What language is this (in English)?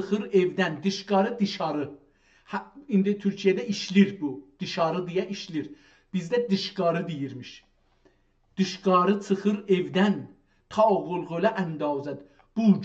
South Azerbaijani